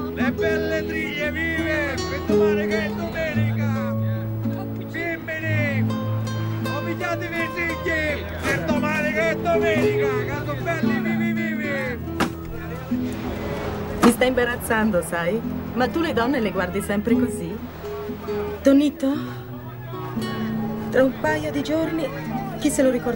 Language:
Italian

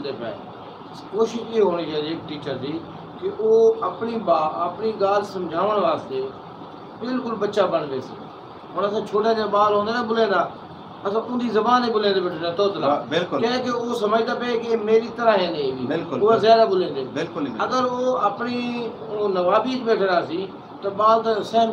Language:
Saraiki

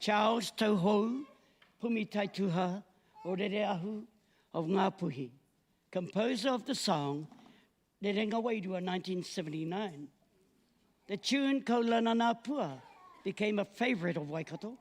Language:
Māori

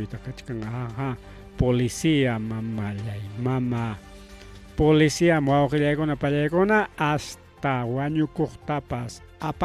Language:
Ayacucho Quechua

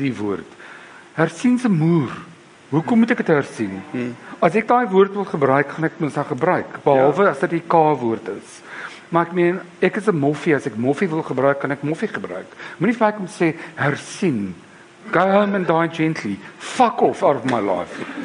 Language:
Afrikaans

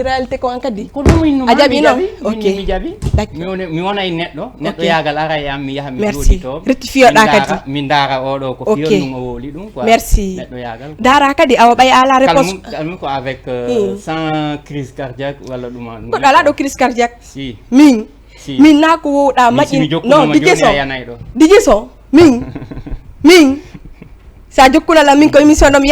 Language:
Fula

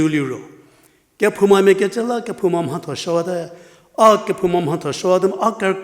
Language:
Angami Naga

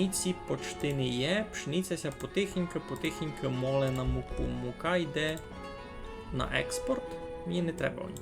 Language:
Rusyn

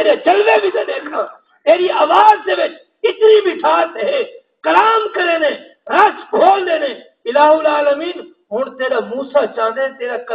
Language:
Saraiki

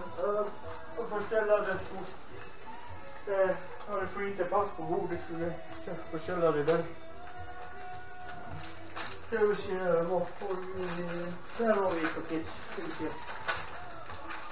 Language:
Swedish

